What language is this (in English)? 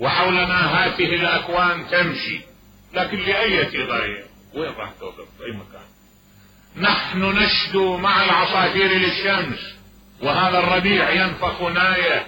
Mesopotamian Arabic